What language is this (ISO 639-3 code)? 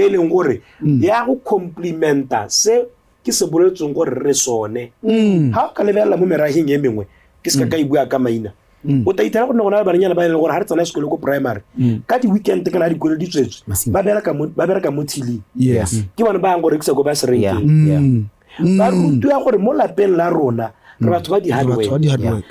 tsn